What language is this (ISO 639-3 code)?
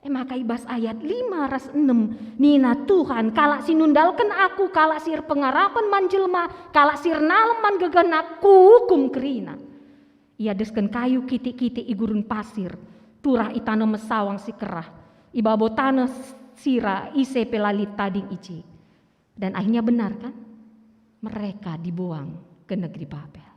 btx